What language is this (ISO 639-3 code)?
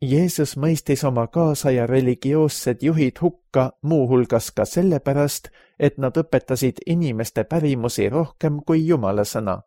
est